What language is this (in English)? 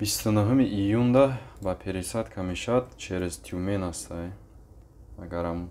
Tajik